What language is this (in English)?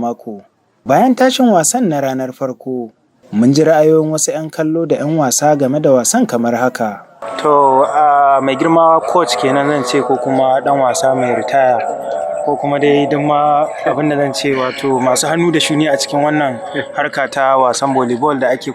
Hausa